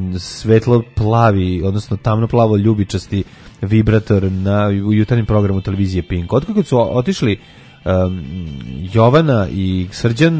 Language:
Serbian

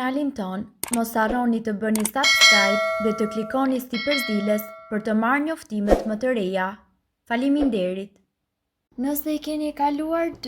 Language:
Albanian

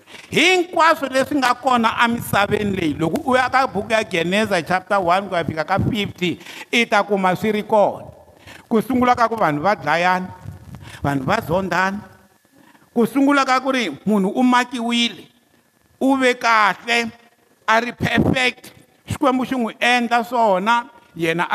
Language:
Tsonga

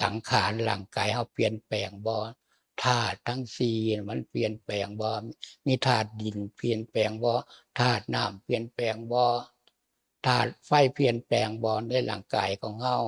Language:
Lao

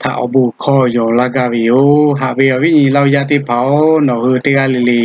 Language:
Lahu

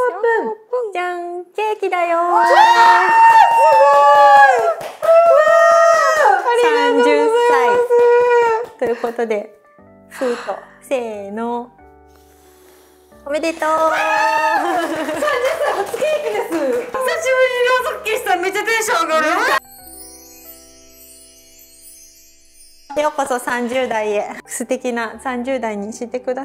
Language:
Japanese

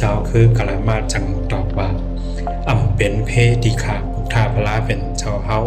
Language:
Shan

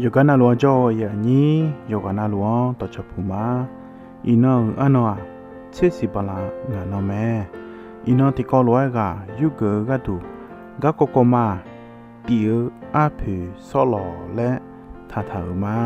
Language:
Akha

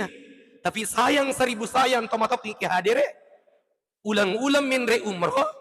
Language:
Buginese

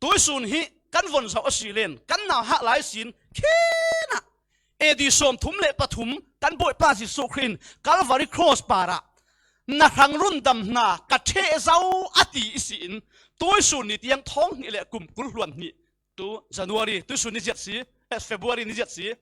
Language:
Falam Chin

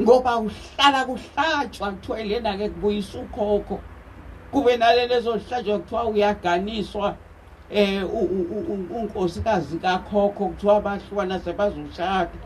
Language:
Zulu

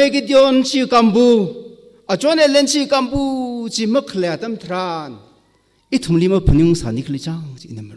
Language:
Tangkhul Naga (India)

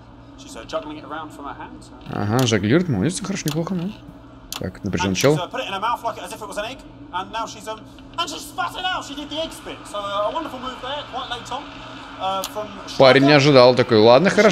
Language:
Russian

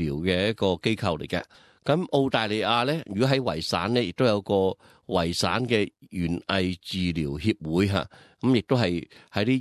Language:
Cantonese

